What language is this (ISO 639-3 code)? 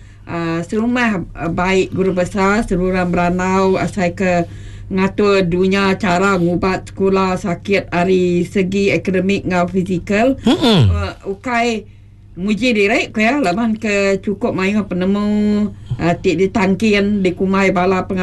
iba